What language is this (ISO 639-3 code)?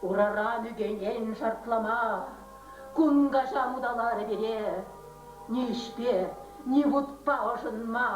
chv